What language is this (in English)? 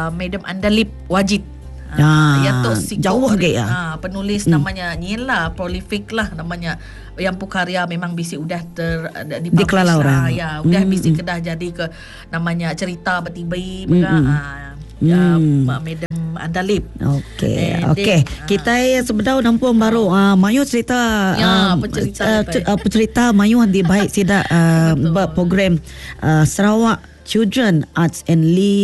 Iban